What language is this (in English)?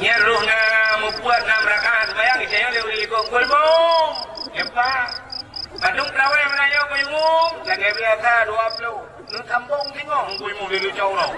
Achinese